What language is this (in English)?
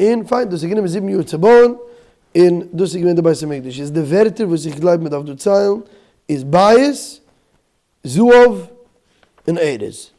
Yiddish